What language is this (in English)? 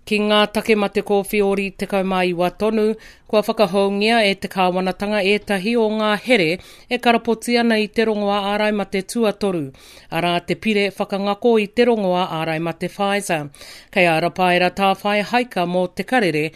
Māori